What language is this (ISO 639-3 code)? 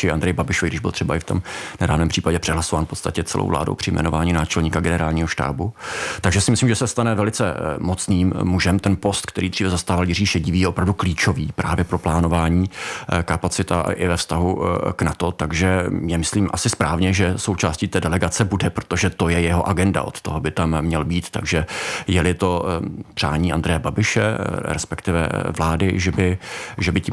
ces